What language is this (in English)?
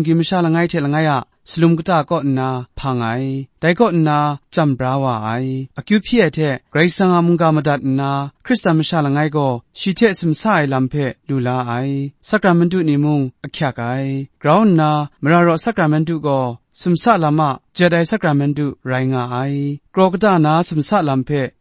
Kachin